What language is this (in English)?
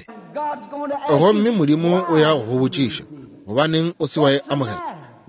Northern Sotho